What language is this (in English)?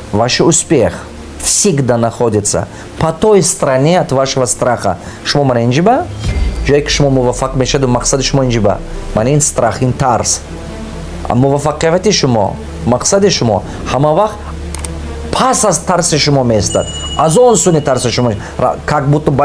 Tajik